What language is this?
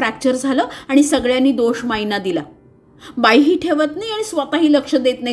Marathi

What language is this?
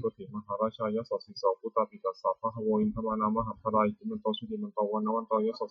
Pali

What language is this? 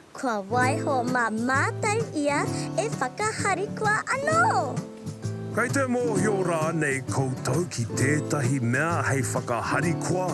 Māori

